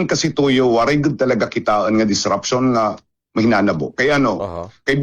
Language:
Waray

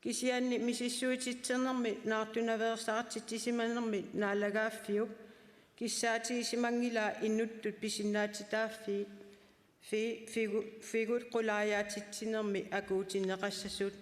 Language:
Kalaallisut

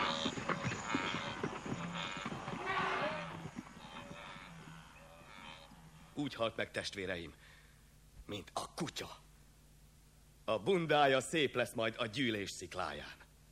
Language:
Hungarian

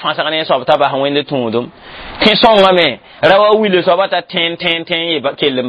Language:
Mossi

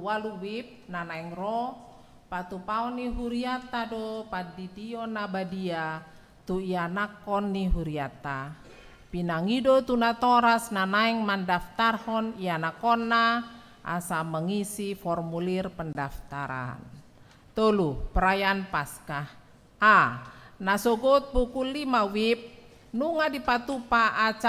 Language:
Batak Toba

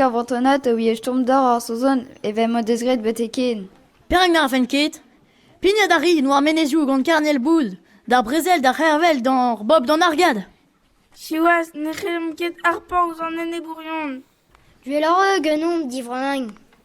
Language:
Breton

